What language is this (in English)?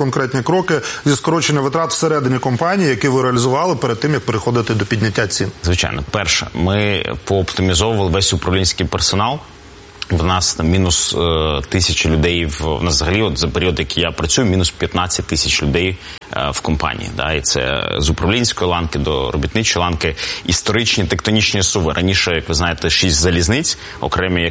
Ukrainian